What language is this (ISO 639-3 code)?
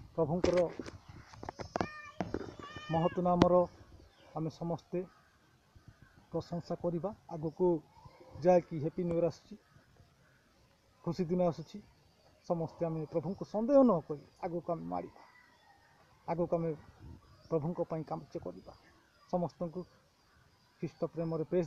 ori